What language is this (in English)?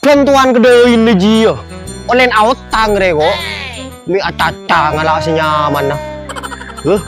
Madurese